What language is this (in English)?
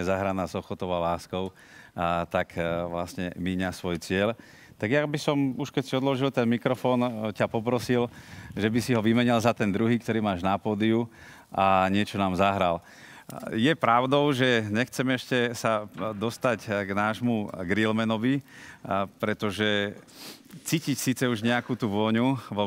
Slovak